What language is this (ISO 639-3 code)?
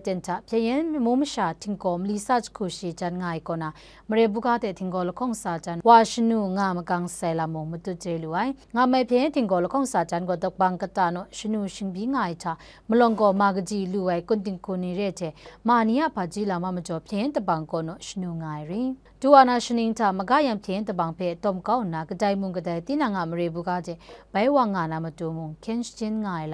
kac